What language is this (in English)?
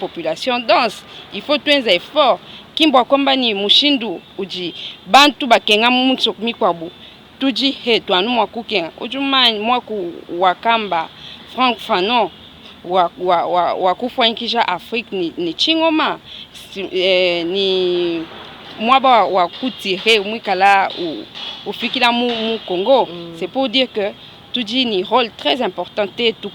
Luba-Lulua